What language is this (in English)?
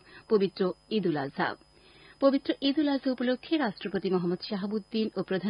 Bangla